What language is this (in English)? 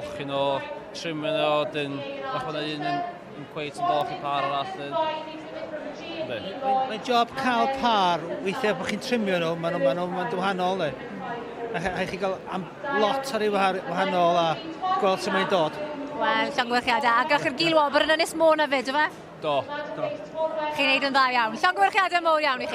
Welsh